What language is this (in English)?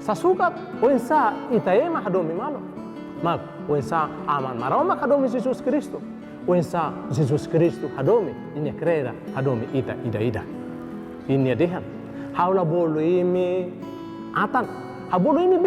Tetum